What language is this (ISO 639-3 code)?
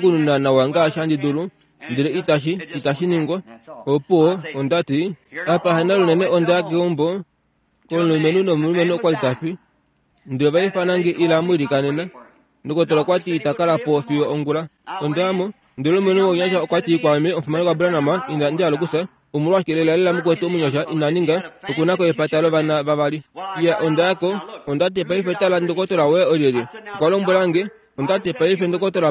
kua